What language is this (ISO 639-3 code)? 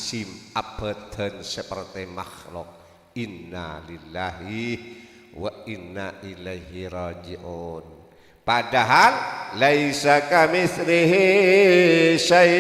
mad